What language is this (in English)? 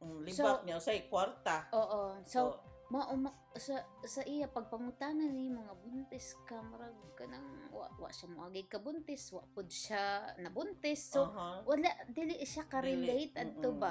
Cebuano